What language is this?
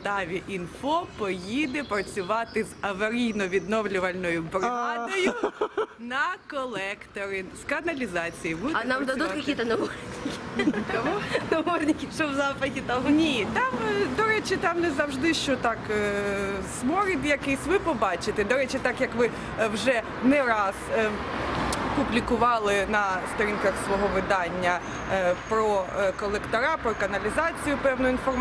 Ukrainian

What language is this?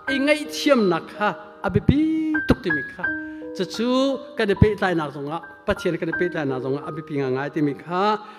Hakha Chin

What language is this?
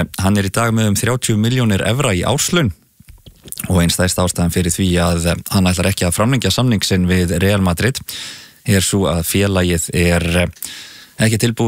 Icelandic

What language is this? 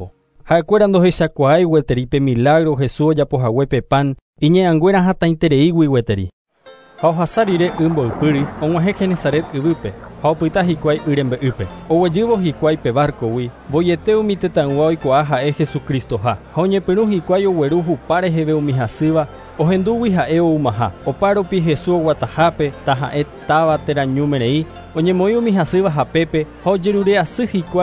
Guarani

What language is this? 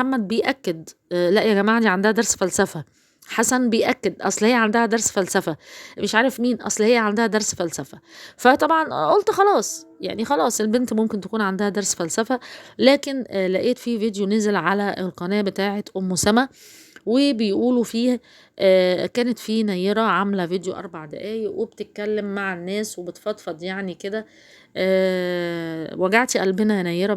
Egyptian Arabic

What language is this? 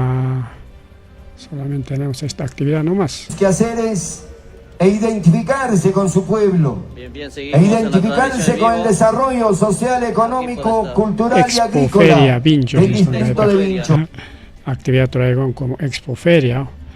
Ayacucho Quechua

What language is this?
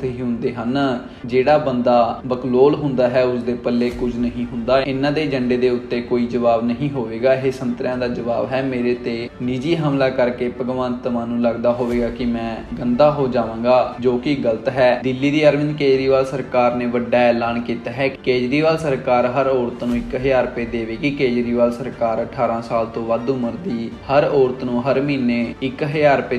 Punjabi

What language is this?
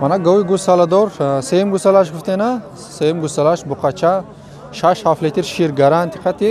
Tajik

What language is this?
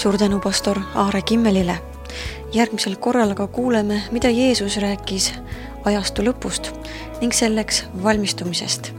Estonian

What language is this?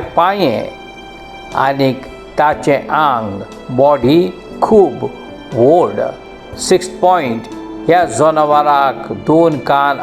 Konkani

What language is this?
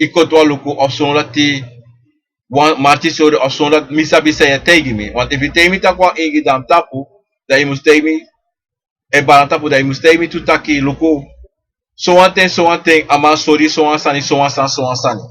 Sranan Tongo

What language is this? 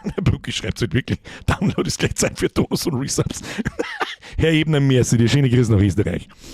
Bavarian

